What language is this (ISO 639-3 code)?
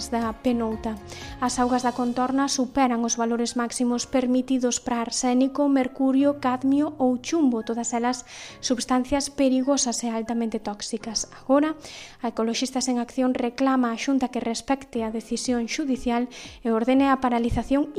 glg